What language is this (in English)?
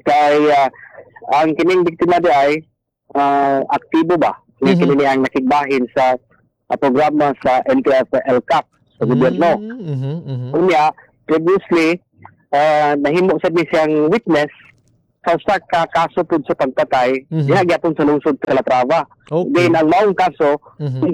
Cebuano